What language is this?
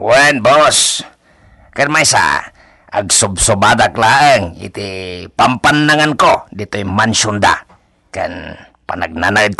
Iloko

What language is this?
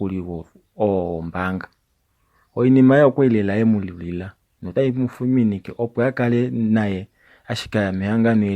Kuanyama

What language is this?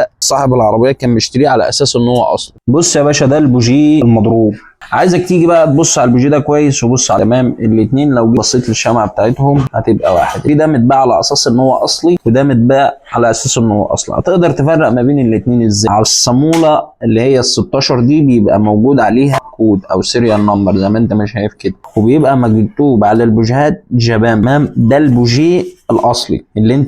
Egyptian Arabic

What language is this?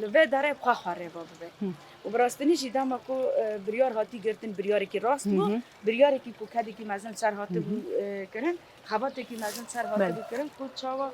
Kurdish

